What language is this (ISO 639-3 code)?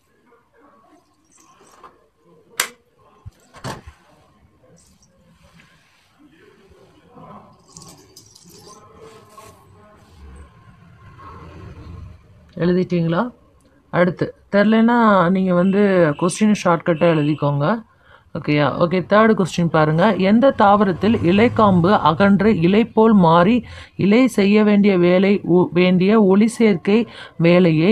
tam